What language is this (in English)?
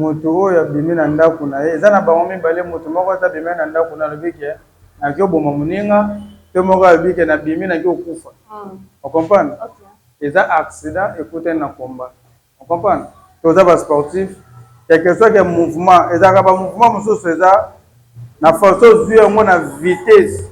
Lingala